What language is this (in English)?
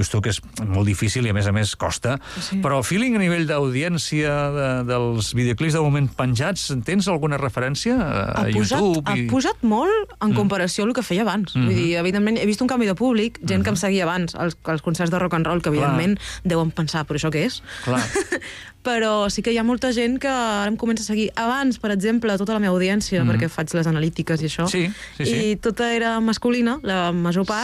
Catalan